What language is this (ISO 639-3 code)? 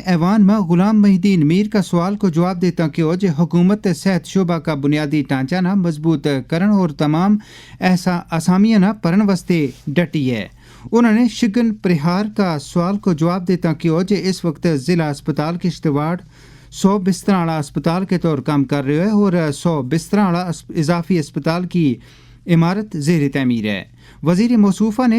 gju